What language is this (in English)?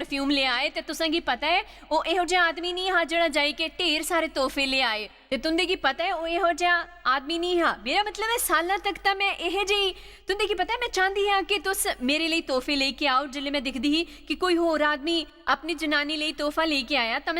Dogri